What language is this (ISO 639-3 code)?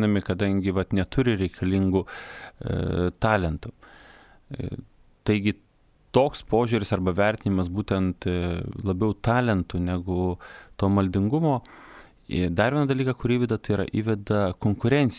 lit